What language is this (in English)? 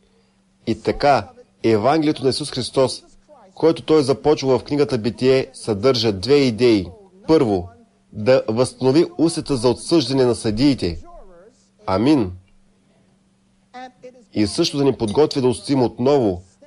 Bulgarian